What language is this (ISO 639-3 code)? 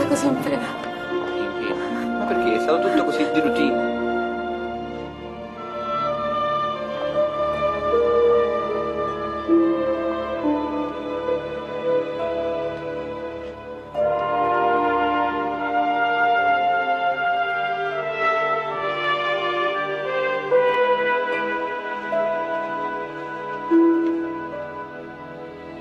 ita